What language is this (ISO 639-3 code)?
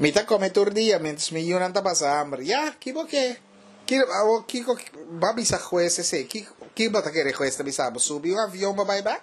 pap